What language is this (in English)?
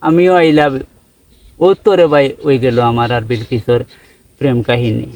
Sylheti